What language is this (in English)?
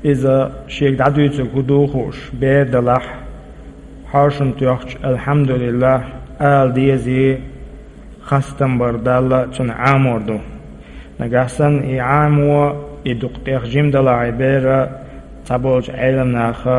Chechen